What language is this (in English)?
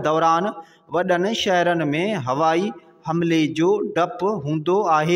Sindhi